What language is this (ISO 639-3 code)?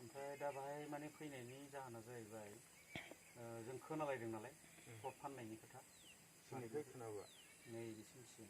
brx